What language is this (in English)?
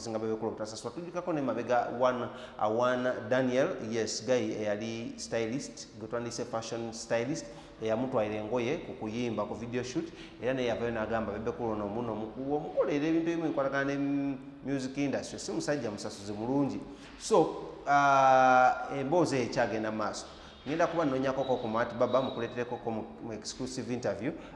Ganda